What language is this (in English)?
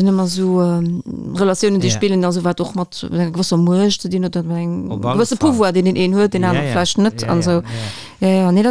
Luxembourgish